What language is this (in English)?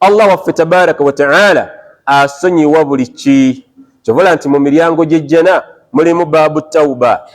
Ganda